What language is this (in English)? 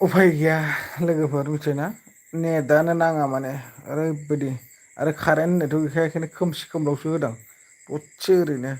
Bodo